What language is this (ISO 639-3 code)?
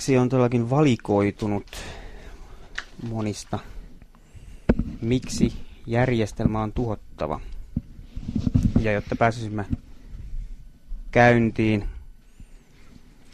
fin